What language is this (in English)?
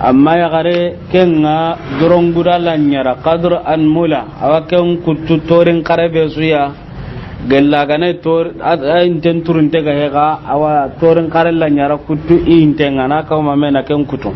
Soninke